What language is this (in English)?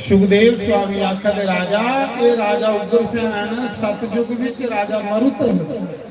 Dogri